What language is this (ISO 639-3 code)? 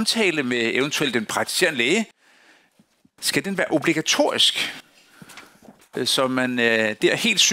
dan